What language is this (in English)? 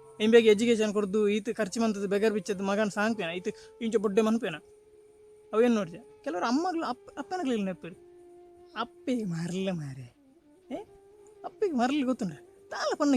Tulu